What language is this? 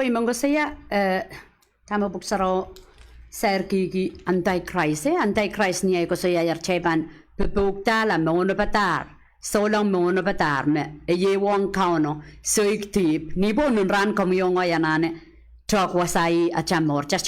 Pohnpeian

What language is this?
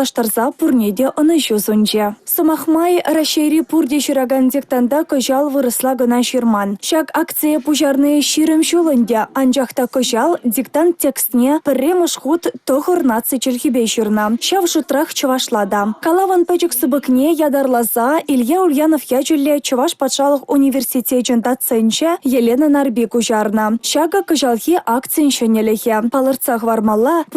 Chuvash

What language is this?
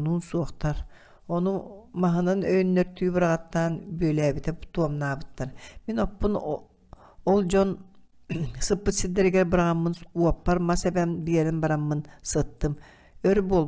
Yakut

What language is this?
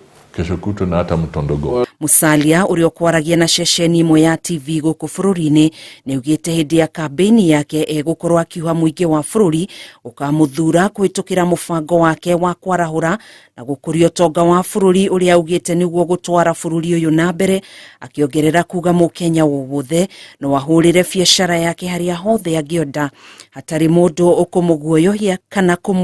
Kikuyu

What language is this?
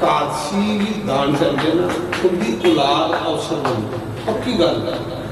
Dogri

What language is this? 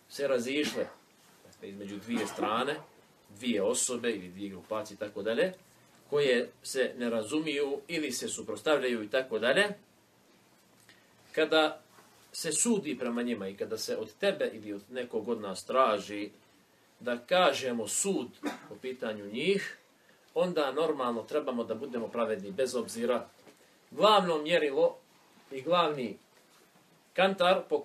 Bosnian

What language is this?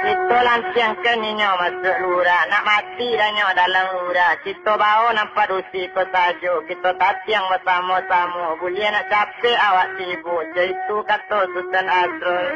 Minangkabau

